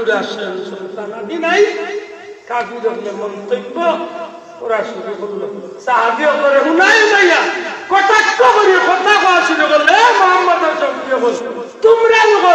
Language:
Sylheti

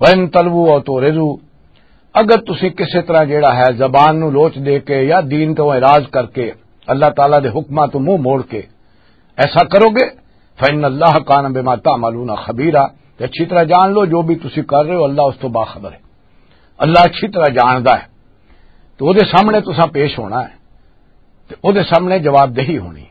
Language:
Western Panjabi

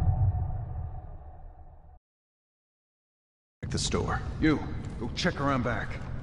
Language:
English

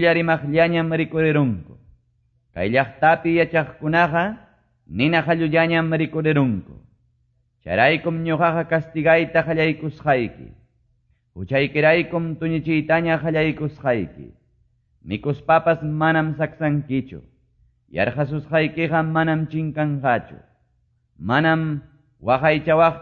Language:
Quechua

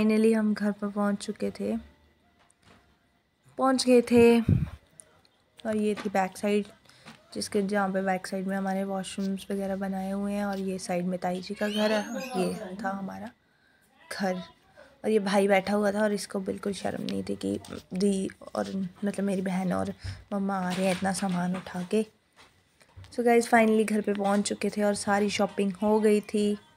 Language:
Hindi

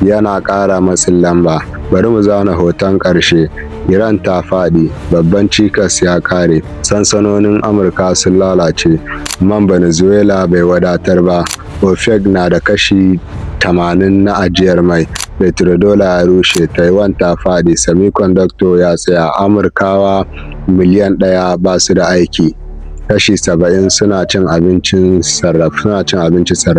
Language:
Hausa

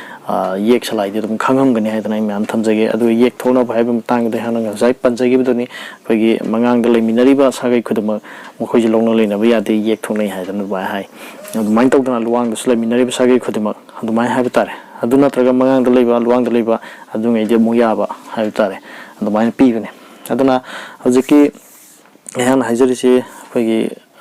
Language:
Manipuri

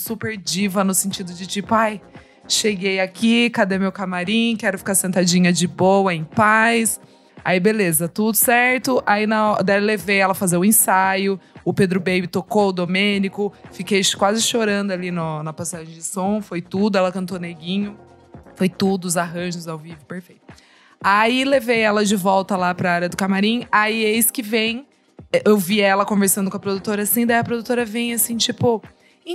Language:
Portuguese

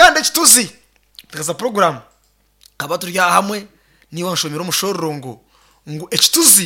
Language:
Nyankole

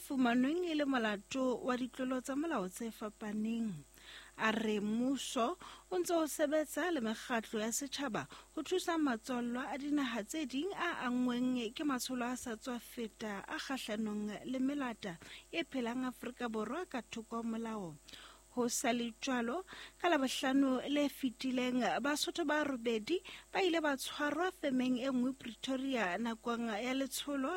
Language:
Southern Sotho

